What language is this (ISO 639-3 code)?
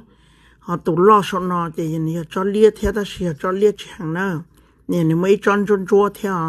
hmn